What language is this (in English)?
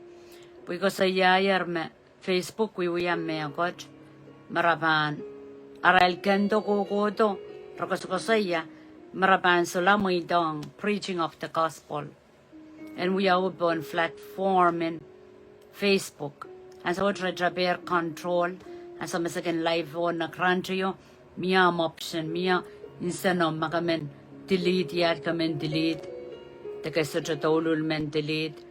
Pohnpeian